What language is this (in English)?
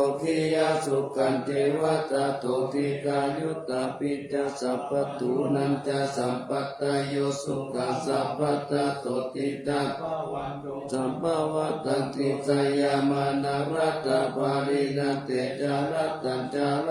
Pali